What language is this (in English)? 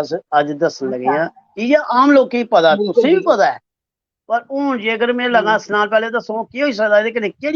Dogri